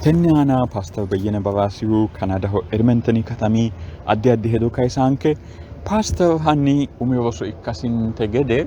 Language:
Sidamo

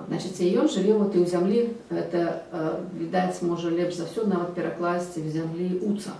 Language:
Belarusian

